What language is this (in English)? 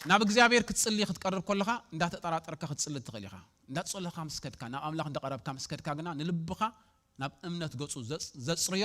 Tigrinya